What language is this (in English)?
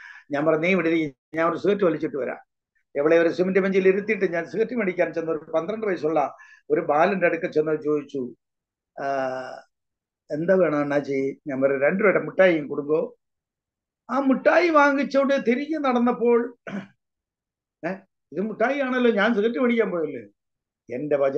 Malayalam